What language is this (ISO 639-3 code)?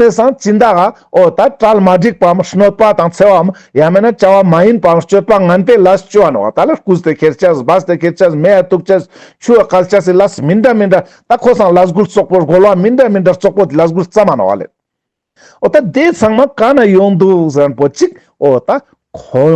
lbj